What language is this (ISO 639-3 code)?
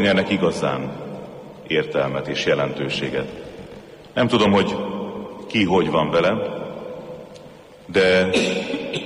hun